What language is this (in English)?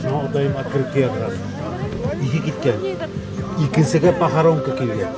Bashkir